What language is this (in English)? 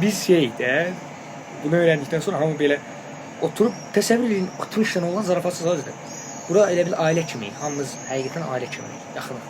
Azerbaijani